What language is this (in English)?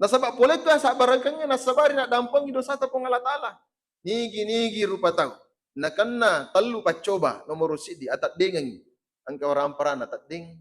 Buginese